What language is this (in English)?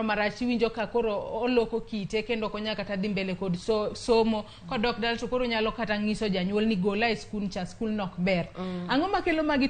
Luo (Kenya and Tanzania)